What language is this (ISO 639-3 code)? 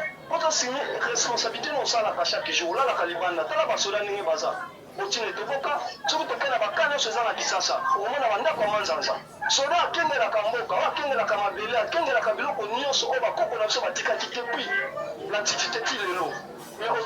lin